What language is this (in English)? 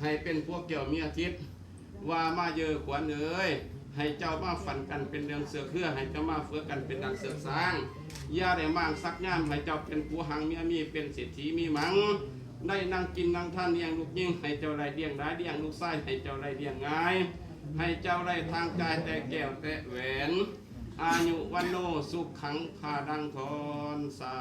Lao